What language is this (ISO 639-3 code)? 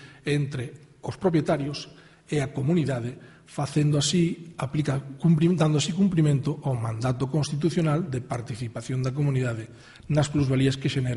glg